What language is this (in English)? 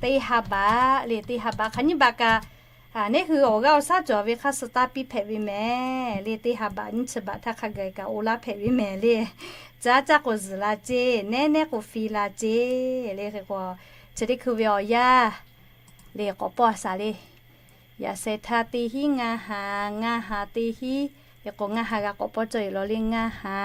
Lahu